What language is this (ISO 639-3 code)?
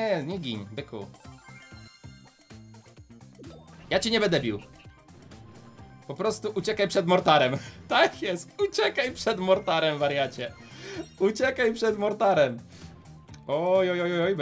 pol